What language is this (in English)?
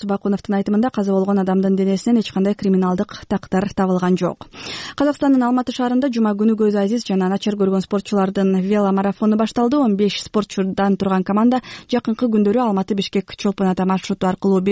Kyrgyz